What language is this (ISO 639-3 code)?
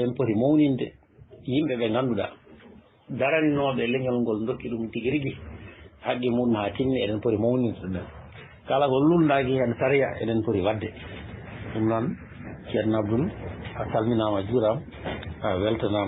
ful